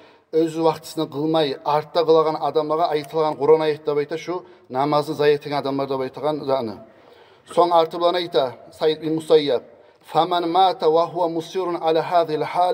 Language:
Kumyk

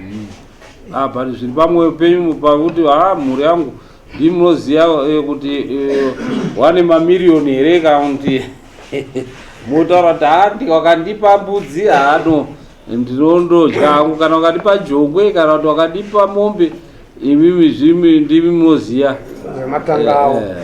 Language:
Shona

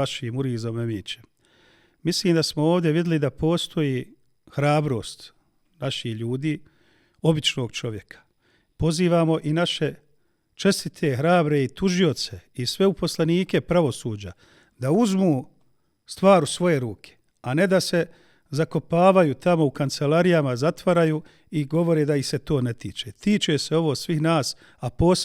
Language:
Bosnian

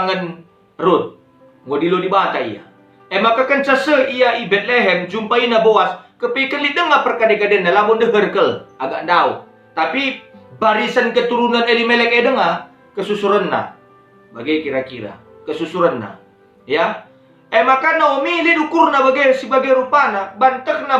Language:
Batak Karo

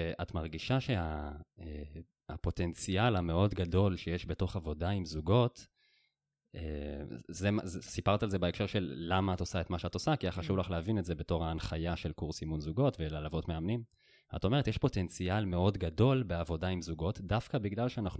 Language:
Hebrew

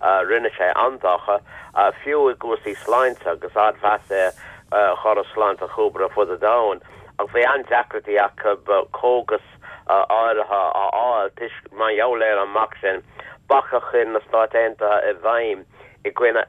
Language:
Irish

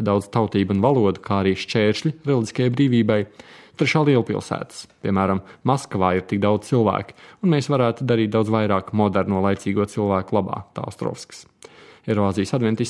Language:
Latvian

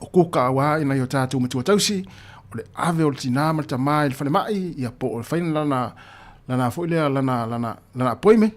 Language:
Samoan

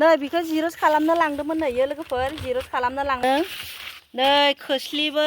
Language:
Bodo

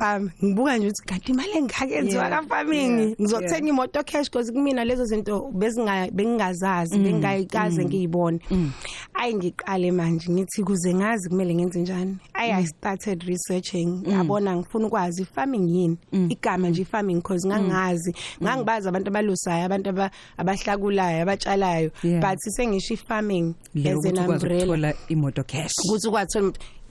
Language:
Zulu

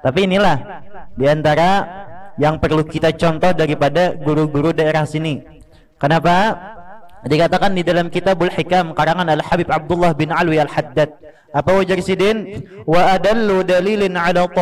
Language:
Banjar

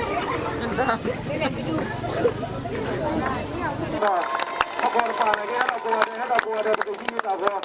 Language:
S'gaw Karen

